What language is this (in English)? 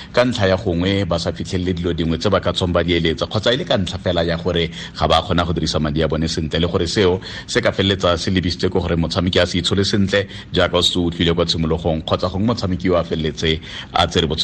Tswana